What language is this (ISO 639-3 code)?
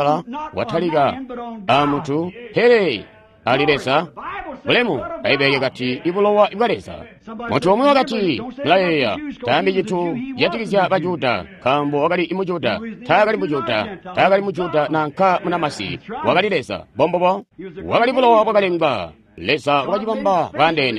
toi